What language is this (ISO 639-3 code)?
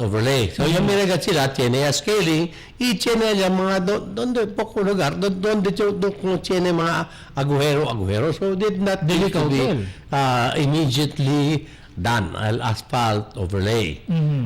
cbk